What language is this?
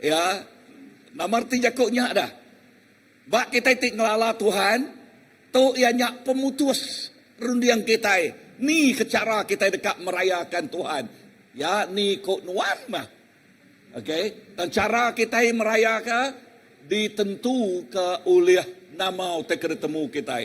Iban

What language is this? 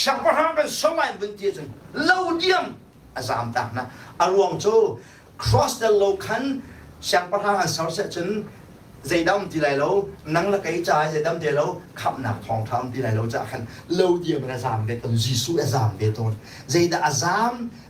Hakha Chin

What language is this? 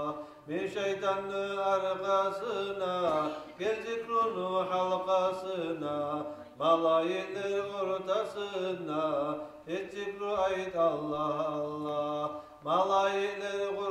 Kumyk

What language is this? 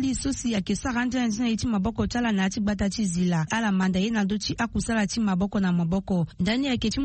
Sango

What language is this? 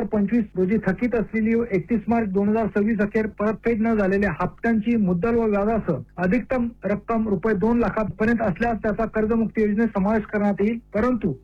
Marathi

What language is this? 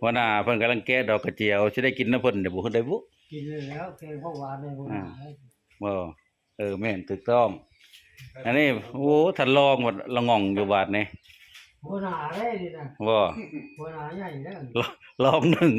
Northeastern Thai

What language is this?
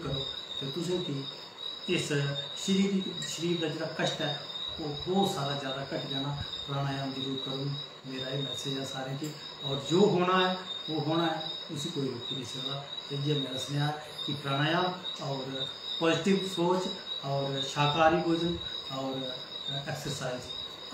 Dogri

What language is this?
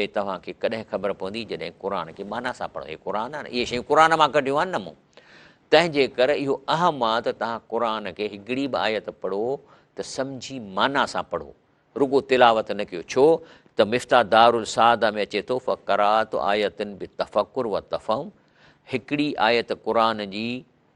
Sindhi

